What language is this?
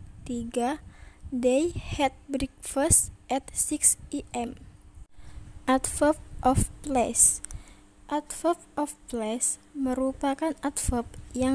Indonesian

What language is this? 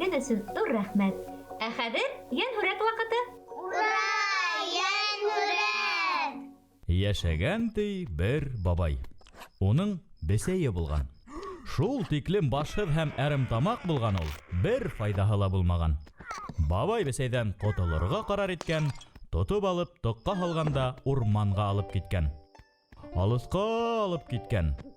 Bashkir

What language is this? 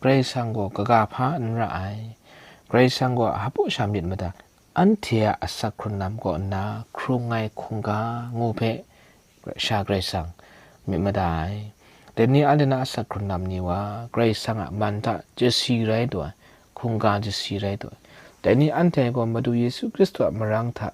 Kachin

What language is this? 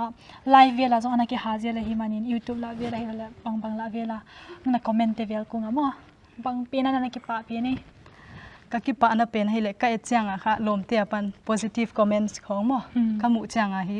Paite Chin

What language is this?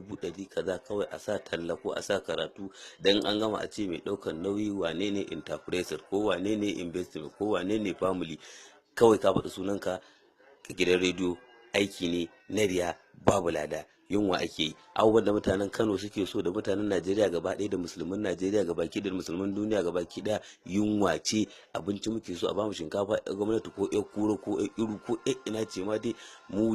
Hausa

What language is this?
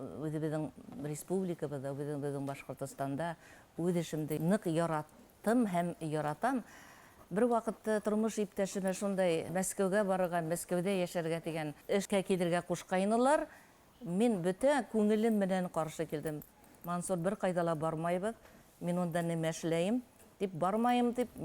Bashkir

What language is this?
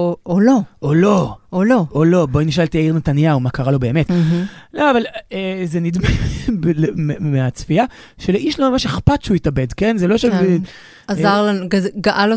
Hebrew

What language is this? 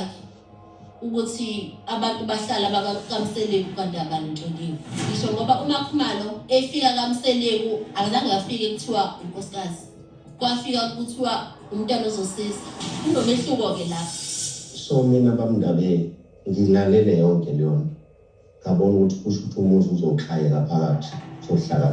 Zulu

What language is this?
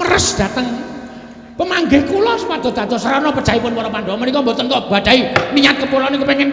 Javanese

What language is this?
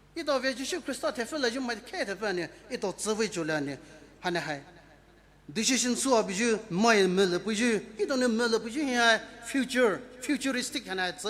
Poumei Naga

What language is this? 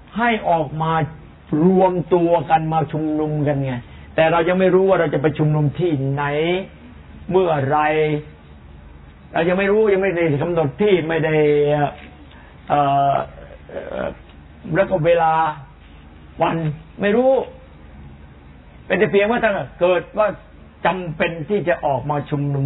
Thai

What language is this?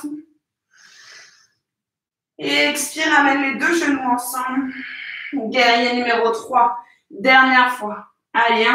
French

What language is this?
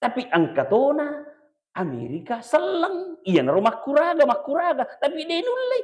Buginese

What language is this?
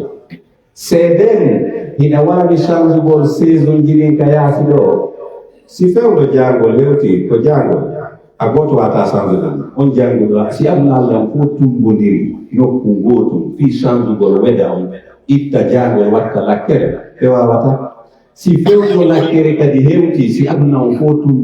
Pular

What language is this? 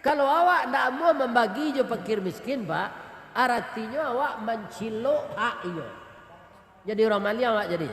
Minangkabau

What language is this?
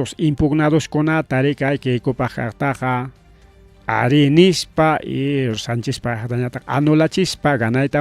Ayacucho Quechua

